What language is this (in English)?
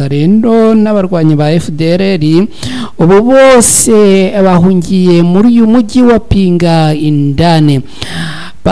Kinyarwanda